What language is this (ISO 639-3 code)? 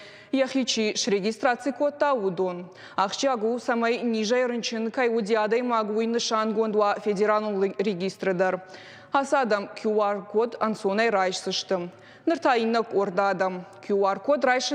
oss